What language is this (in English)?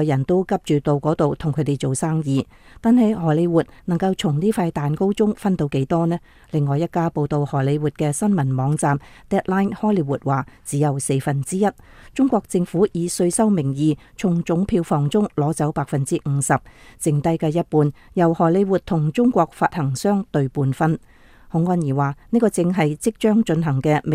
Cantonese